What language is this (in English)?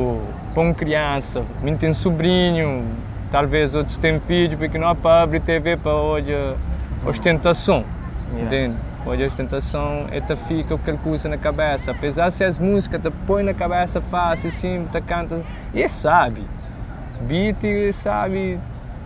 Kabuverdianu